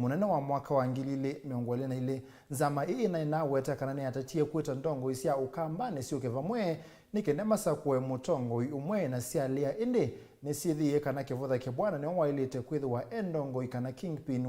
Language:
Kamba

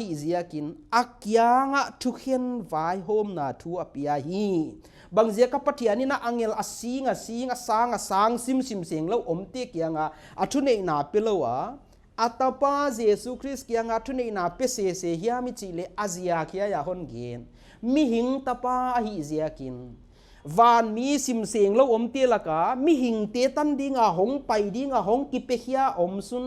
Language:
Paite Chin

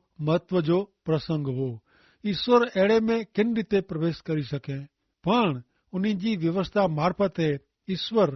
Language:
Kachhi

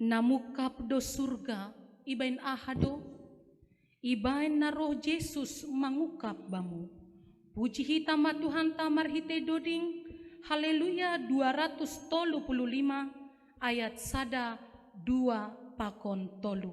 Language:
Batak Simalungun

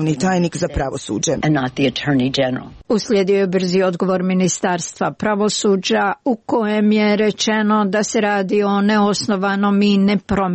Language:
Serbian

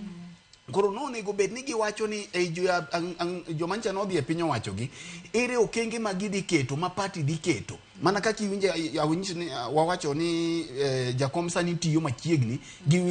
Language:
Luo (Kenya and Tanzania)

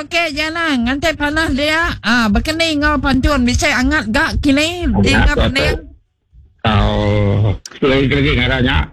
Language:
Iban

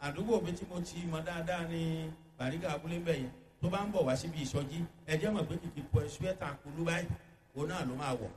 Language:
Yoruba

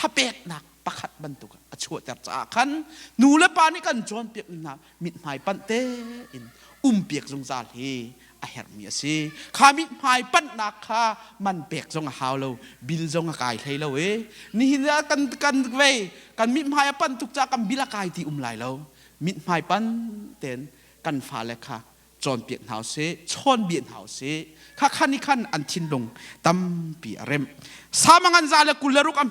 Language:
Hakha Chin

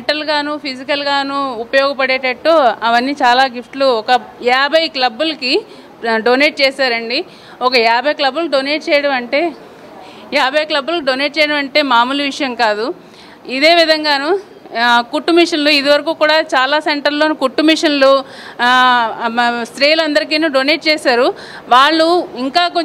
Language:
Telugu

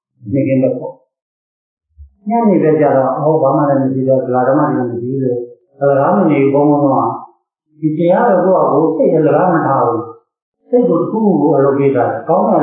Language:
Burmese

